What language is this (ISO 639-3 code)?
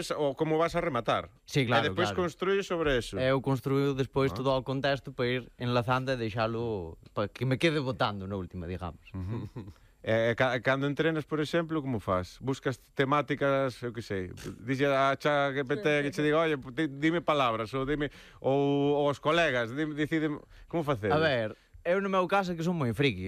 glg